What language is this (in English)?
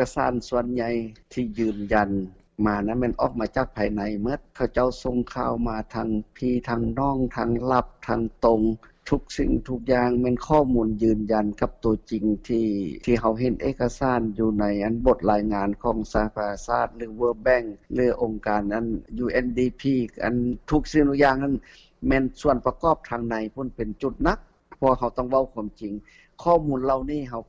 Lao